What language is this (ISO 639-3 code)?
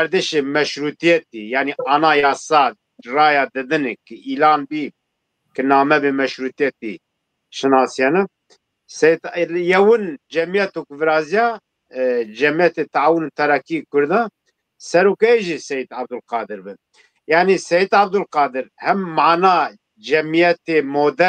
zza